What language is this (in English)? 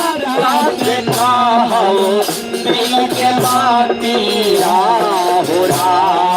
Magahi